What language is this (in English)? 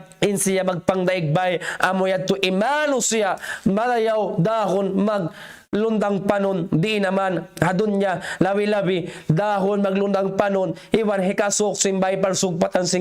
Tausug